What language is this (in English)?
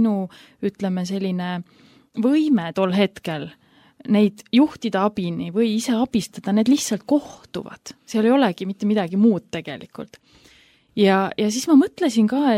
Estonian